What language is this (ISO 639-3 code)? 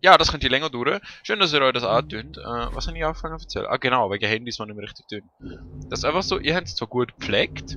gsw